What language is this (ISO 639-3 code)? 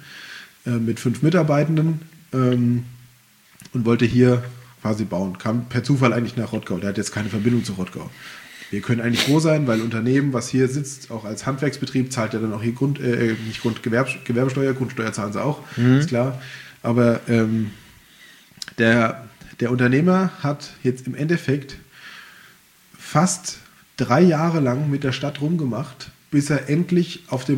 deu